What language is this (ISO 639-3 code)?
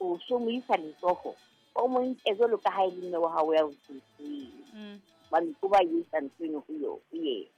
sot